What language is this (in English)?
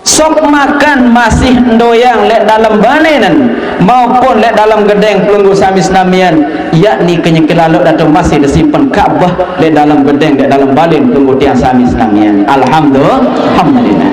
Sasak